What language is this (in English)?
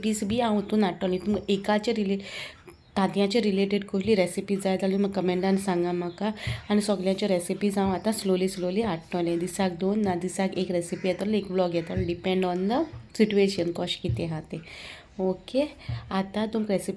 Konkani